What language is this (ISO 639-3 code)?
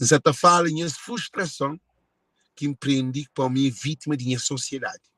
kea